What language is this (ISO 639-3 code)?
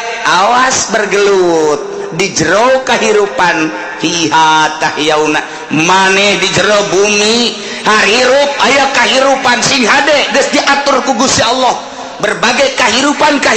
sun